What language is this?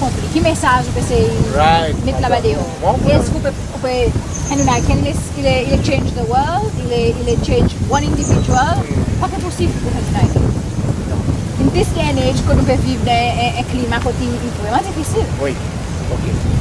Seselwa Creole French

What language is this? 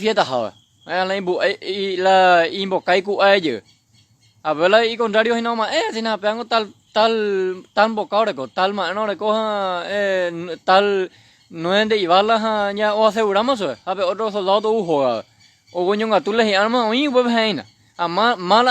Guarani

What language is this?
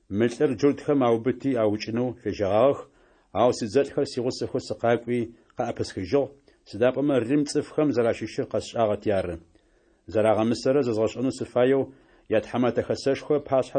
Adyghe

